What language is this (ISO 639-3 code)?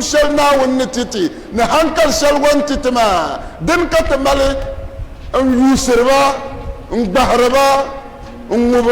dag